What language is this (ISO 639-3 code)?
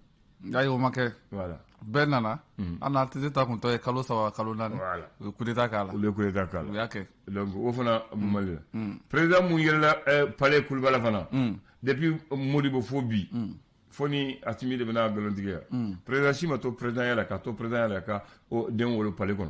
bam